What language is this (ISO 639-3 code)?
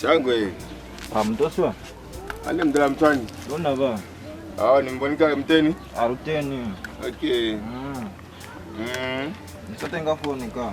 loz